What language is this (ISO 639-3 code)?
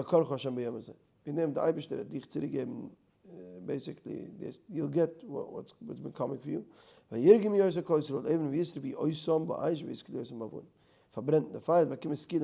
yid